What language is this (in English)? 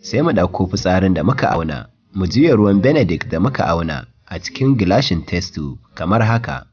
Hausa